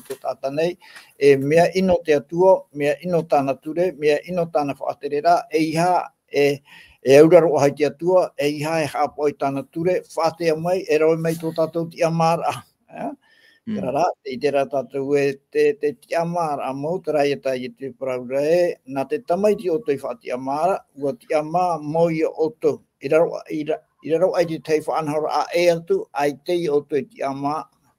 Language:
Tahitian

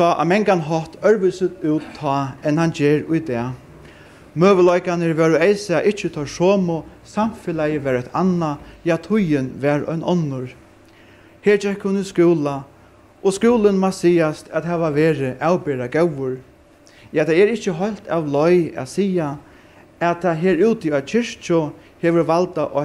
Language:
Faroese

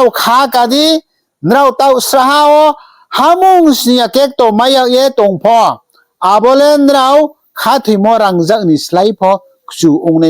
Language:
Riang (India)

